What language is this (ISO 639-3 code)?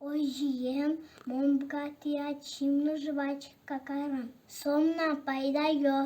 udm